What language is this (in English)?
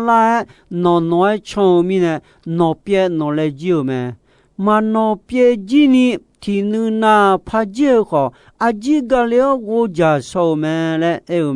Akha